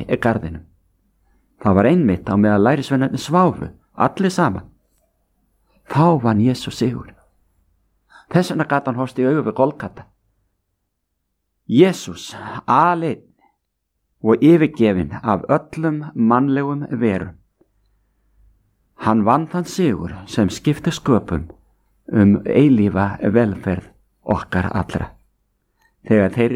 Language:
Icelandic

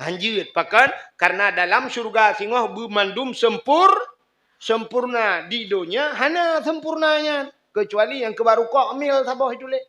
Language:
Achinese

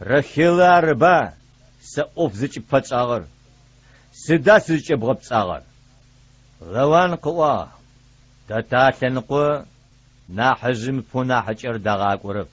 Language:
Adyghe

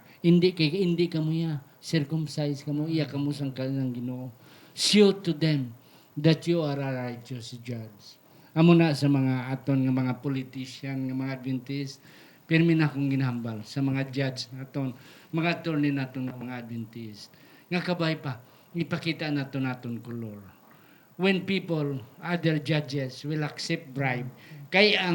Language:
Hiligaynon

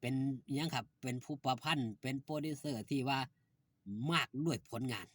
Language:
Northeastern Thai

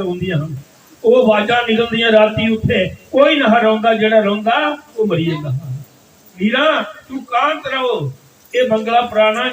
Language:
Dogri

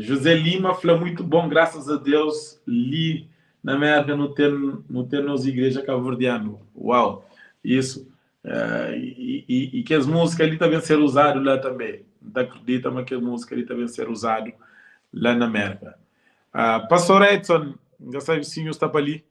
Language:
Kabuverdianu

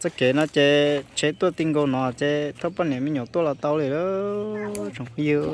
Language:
Hmong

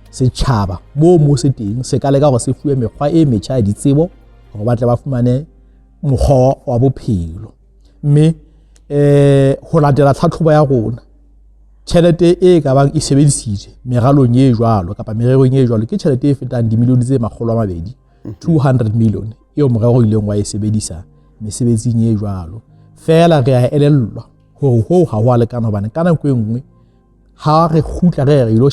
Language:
Southern Sotho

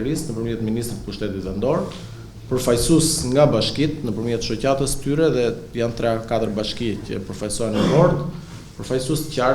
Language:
Albanian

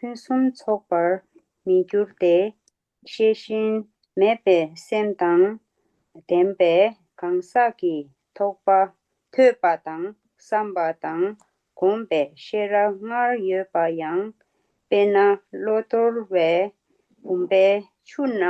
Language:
Tibetan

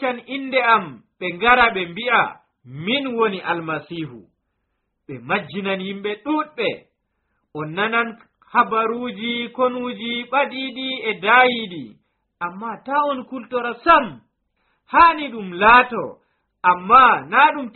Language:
Nigerian Fulfulde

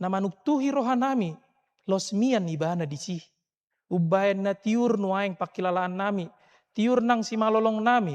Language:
Batak Toba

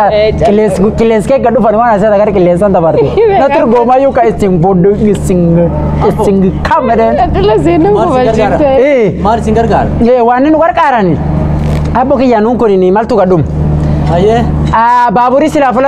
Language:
Oromo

